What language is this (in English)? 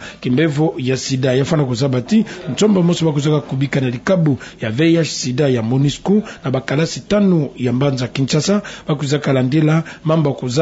Kituba (Democratic Republic of Congo)